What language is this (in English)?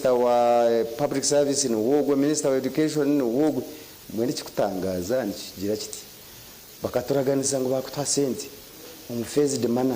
Nyankole